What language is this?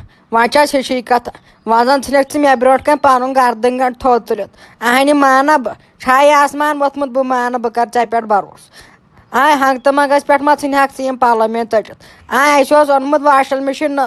Kashmiri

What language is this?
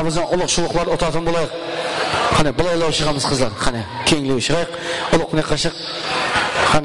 Kara-Kalpak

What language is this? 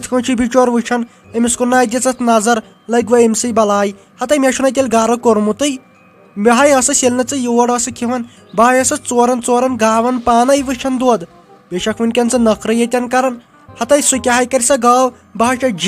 Kashmiri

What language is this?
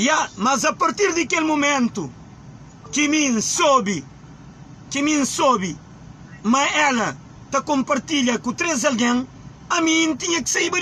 Kabuverdianu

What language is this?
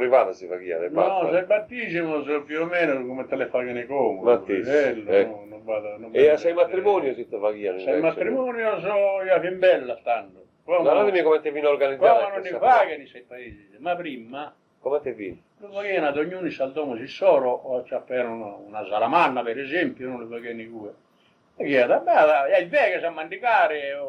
Sardinian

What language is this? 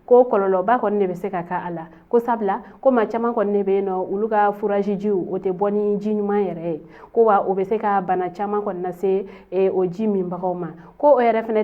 Bambara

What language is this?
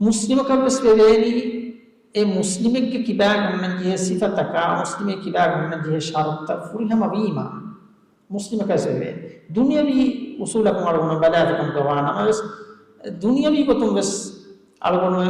Divehi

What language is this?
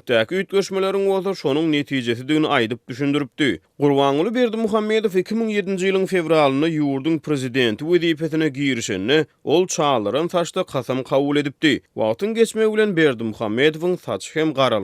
Turkmen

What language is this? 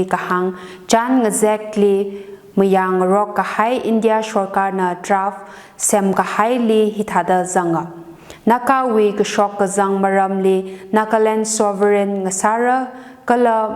Tangkhul Naga (India)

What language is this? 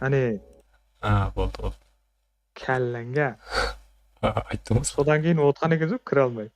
Kara-Kalpak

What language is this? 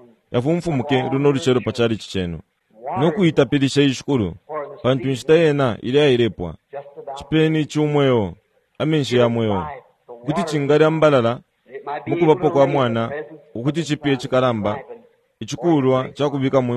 Bemba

